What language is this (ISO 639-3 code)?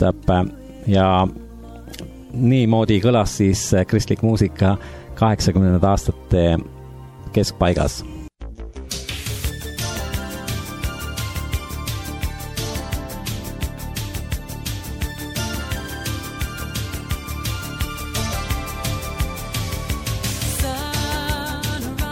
est